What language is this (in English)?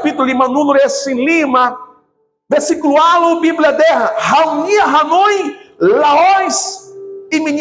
Tetum